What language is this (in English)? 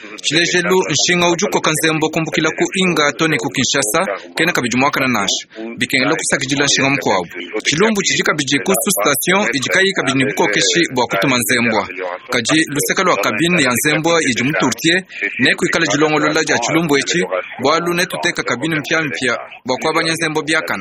Luba-Lulua